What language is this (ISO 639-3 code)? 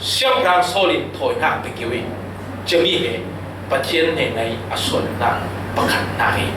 cfm